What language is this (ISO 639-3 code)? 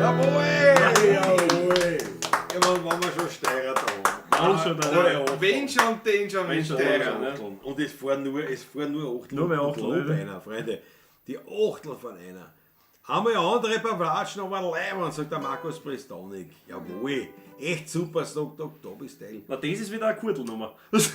bar